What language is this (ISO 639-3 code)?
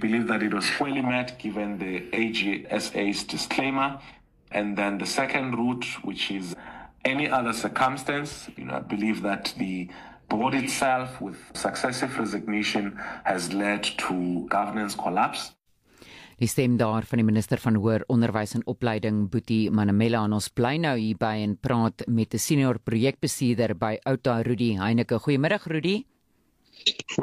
afr